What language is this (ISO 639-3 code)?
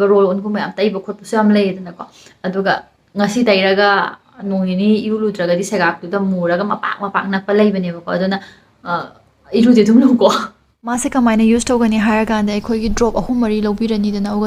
mni